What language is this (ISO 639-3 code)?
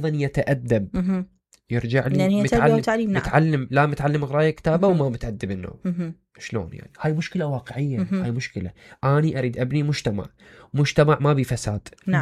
acm